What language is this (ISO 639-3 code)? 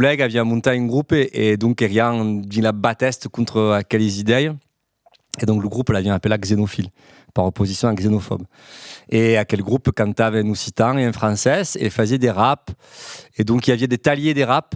oci